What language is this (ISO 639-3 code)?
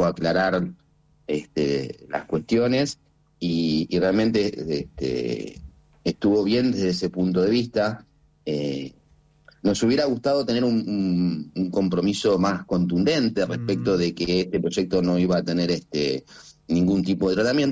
spa